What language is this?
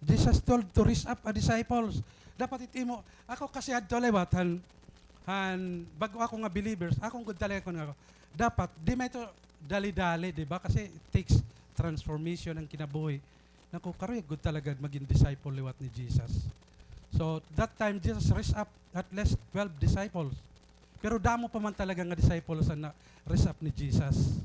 Waray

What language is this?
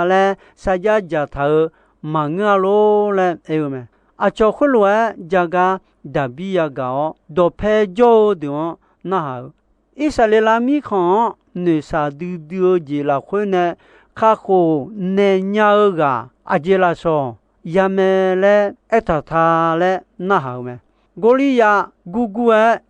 Akha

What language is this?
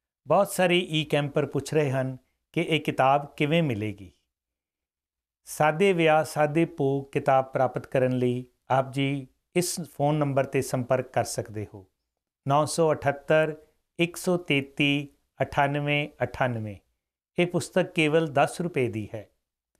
Punjabi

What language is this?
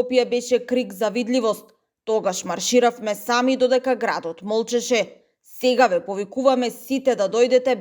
Macedonian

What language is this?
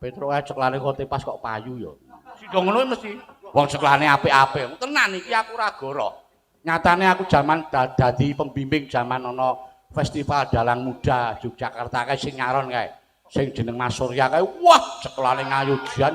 Javanese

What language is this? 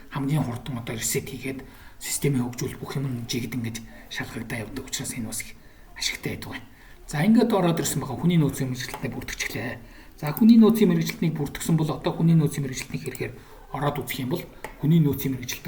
Mongolian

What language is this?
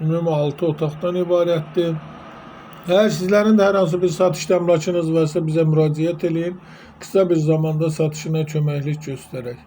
Azerbaijani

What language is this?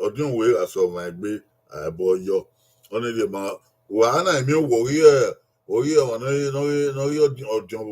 Bini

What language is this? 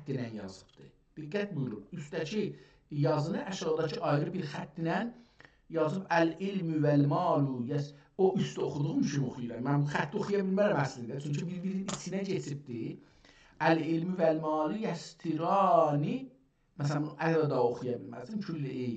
South Azerbaijani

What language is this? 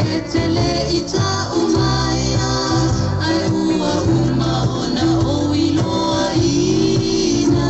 Samoan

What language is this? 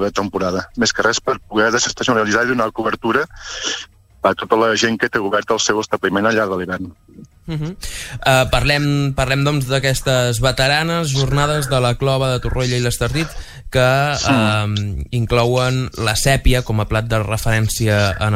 Catalan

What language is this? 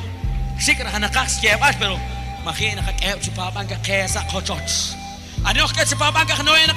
Kekchí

